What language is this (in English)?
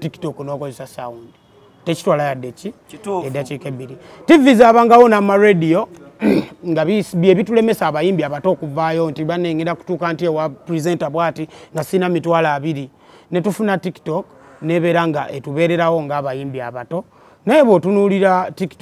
Ganda